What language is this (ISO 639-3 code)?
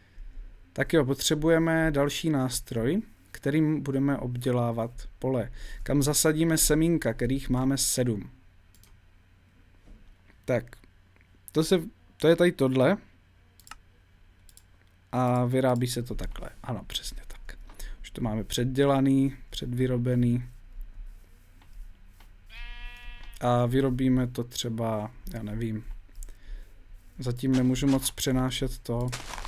ces